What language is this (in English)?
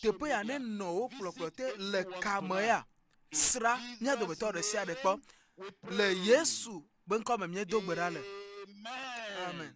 Ewe